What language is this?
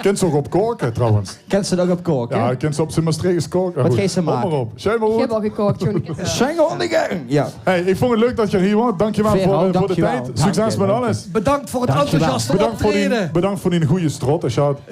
Limburgish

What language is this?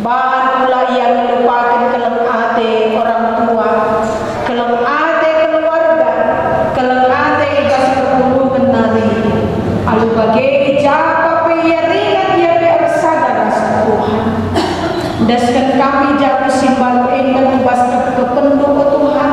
Batak Karo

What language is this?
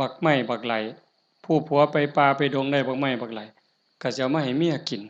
Northeastern Thai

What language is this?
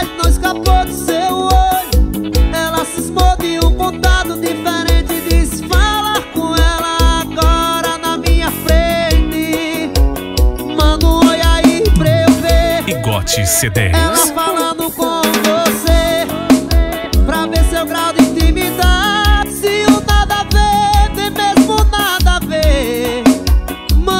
Portuguese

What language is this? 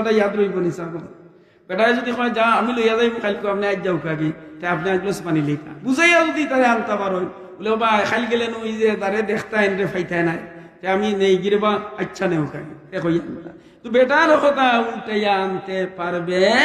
Sylheti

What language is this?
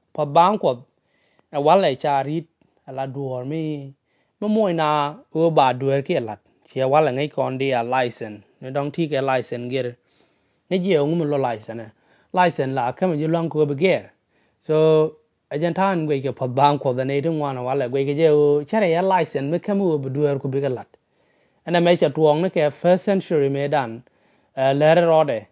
Nuer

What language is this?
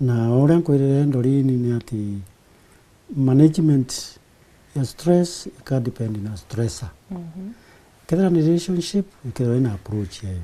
Meru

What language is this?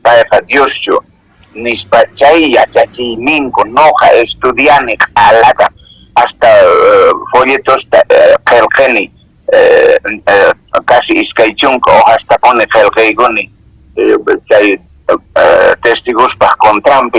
Quechua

